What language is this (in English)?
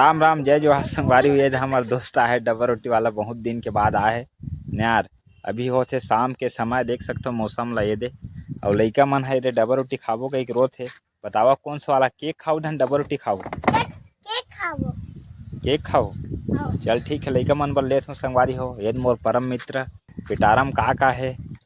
Chhattisgarhi